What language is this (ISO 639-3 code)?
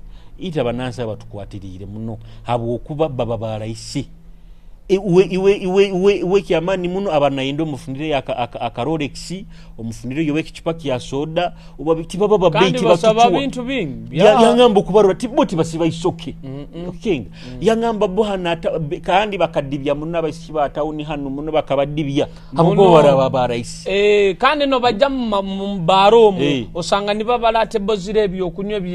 nyo